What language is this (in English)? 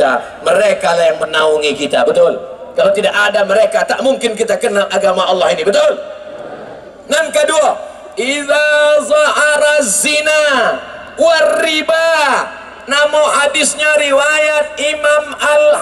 Minangkabau